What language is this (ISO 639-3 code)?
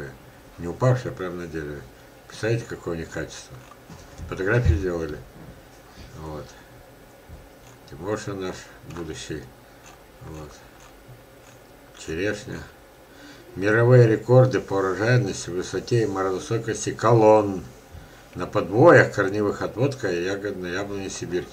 rus